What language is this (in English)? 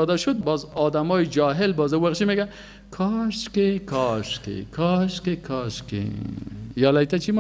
Persian